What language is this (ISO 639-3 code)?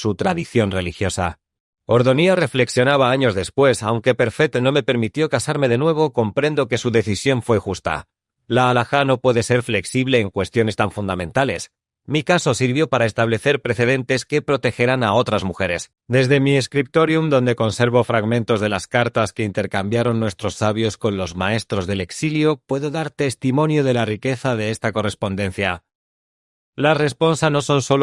lad